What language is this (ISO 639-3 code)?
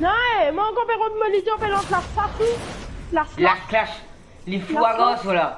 mfe